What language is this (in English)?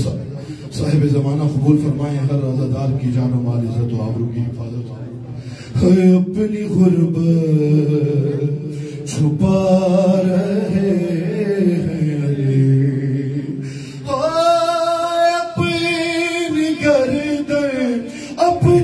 Urdu